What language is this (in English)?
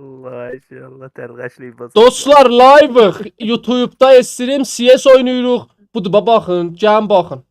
South Azerbaijani